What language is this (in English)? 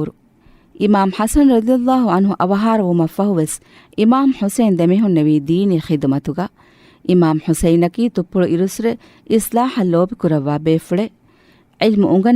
Divehi